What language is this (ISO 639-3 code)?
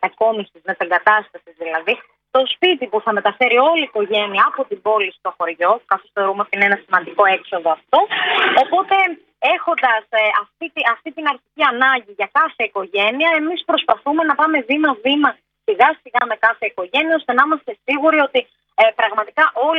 ell